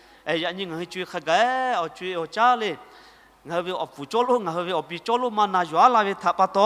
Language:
Lahu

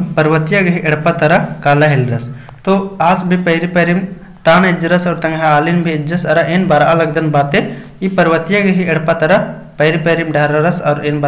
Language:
Kurukh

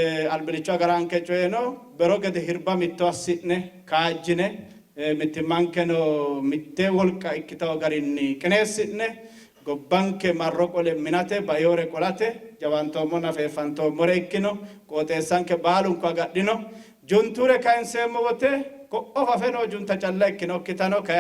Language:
Sidamo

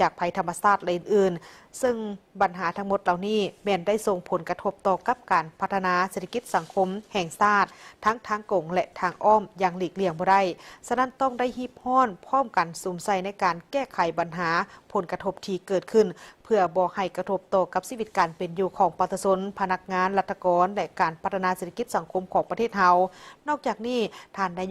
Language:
Lao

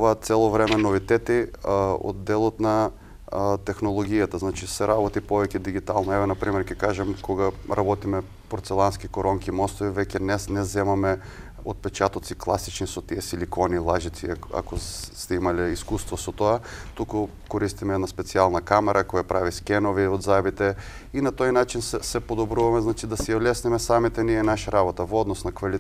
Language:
Macedonian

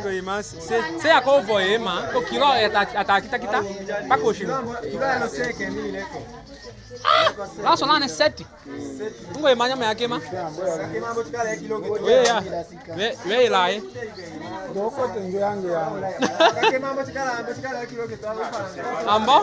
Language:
Tetela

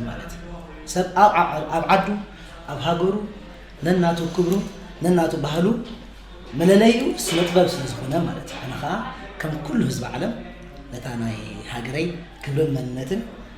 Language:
Tigrinya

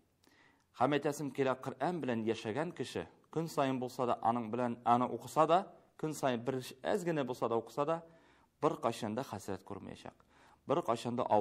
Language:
Tatar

